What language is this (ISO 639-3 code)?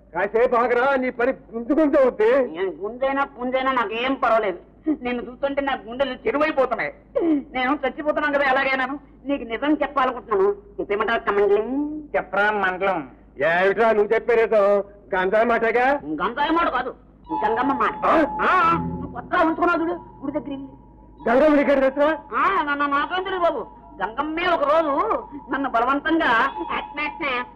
tel